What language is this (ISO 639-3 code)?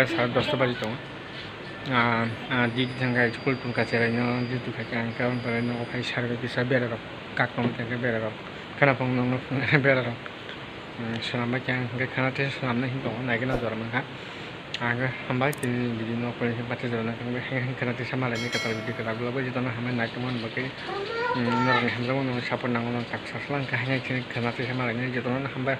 trp